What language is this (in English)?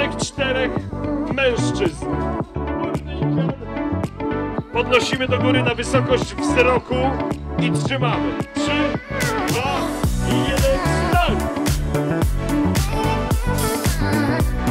Polish